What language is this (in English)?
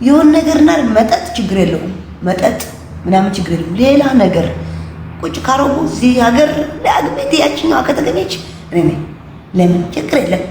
Amharic